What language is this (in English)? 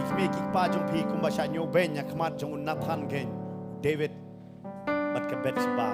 Khasi